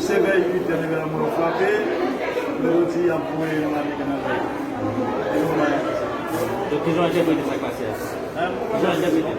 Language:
Haitian Creole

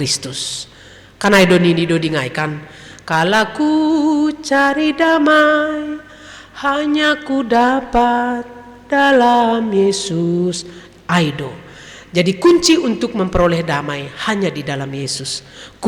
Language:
Batak Simalungun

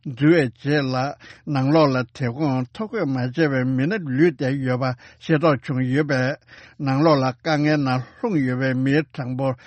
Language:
Tibetan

